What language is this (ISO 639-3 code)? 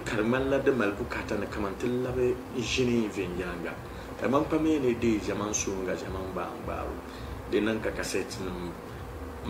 dag